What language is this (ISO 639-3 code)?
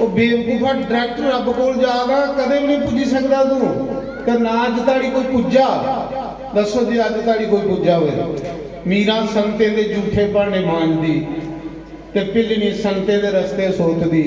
doi